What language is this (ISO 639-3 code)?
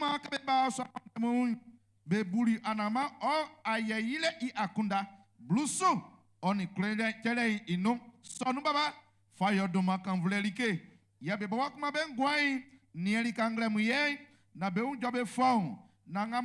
bci